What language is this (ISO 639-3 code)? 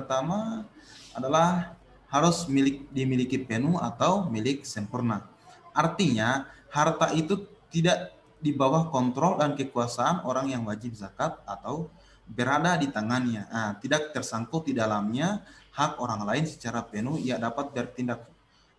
ind